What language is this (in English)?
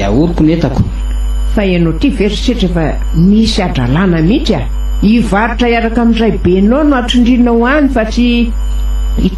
Malagasy